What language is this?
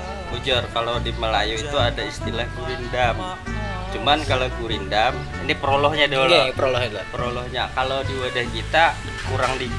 Banjar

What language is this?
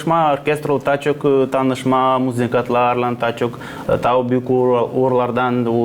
Gagauz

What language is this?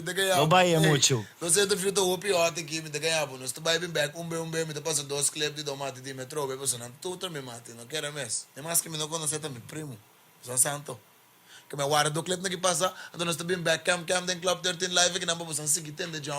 Papiamento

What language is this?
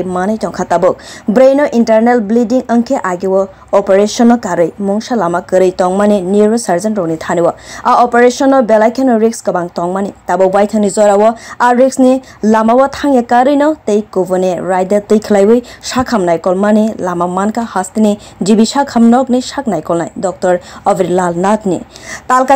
Kok Borok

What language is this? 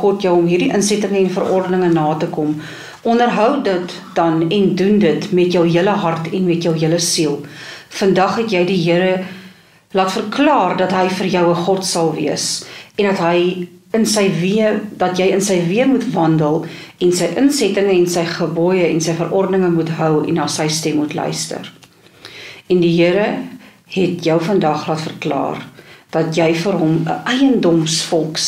Afrikaans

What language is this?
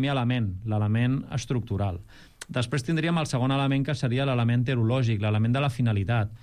Catalan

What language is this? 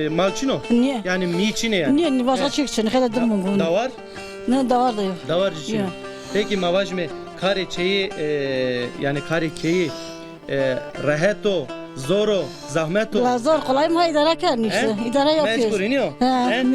Zaza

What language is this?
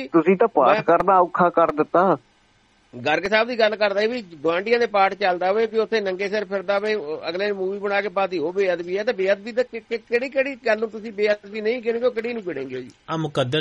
Punjabi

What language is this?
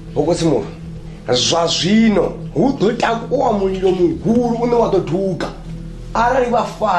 Venda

